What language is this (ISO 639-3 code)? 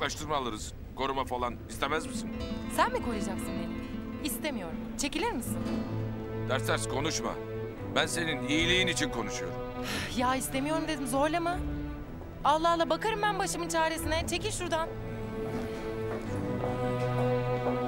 tur